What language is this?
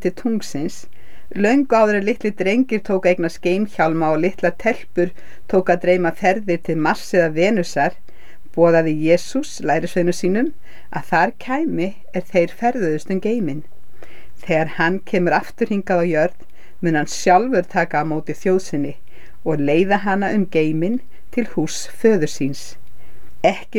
Icelandic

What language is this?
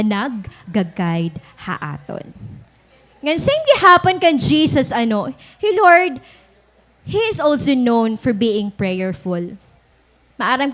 Waray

